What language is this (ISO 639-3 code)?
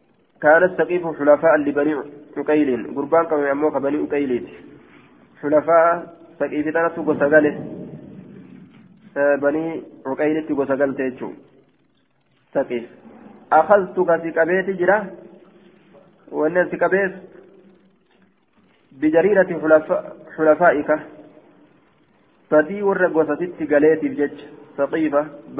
ara